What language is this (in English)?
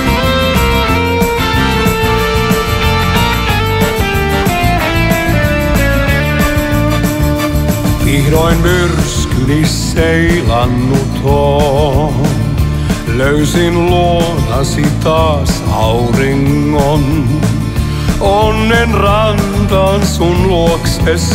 Finnish